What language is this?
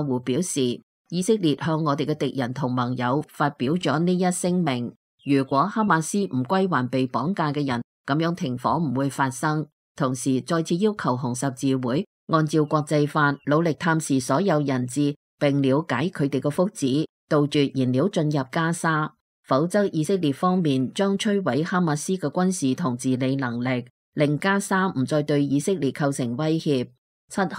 Cantonese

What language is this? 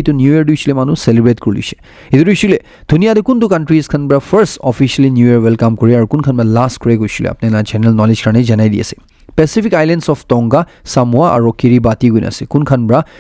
Naga Pidgin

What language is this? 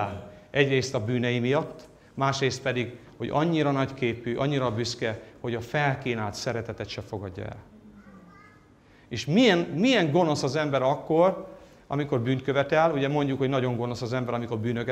Hungarian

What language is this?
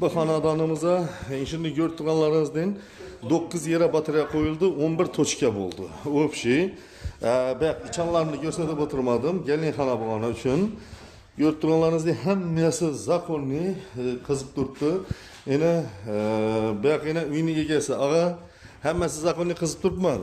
Uzbek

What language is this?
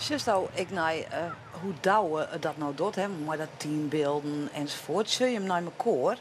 Western Frisian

